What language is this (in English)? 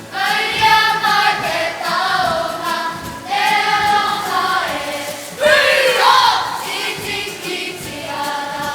Māori